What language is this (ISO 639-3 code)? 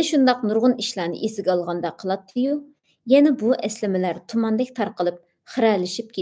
uig